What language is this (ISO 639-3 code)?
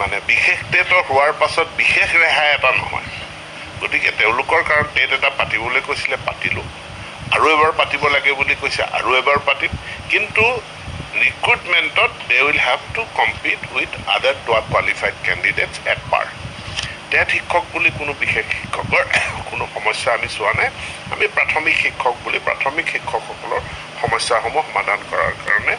asm